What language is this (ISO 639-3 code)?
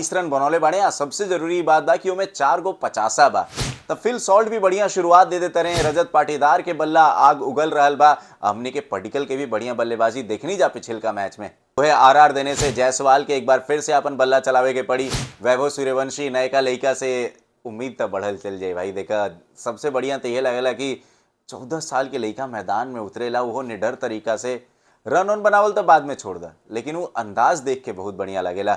bho